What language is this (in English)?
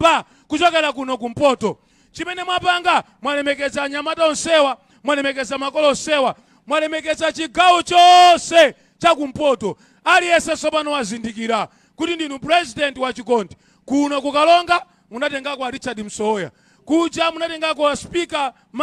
Nyanja